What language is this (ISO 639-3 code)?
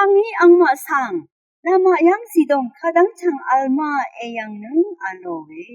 raw